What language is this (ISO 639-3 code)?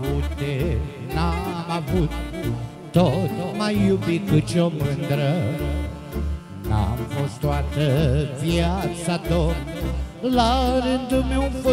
ron